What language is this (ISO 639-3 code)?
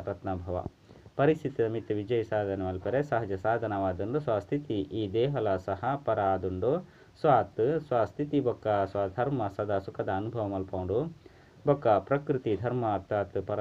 tcy